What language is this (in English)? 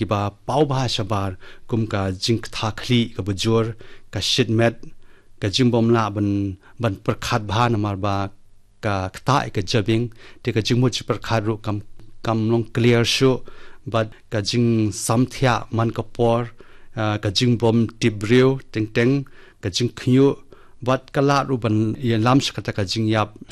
Khasi